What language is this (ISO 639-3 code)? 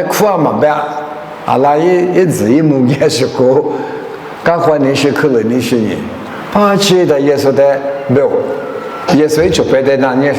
lis